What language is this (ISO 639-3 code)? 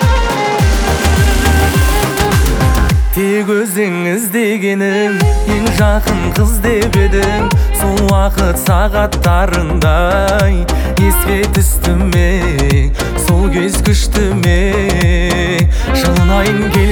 kaz